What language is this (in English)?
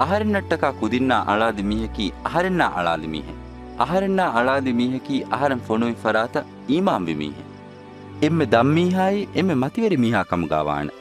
Divehi